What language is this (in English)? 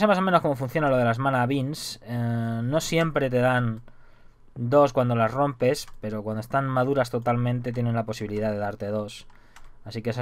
Spanish